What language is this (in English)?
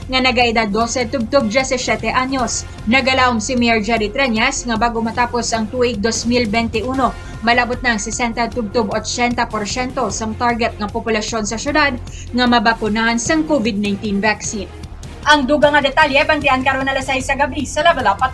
Hiligaynon